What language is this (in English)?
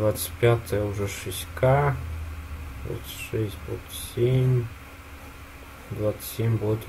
Russian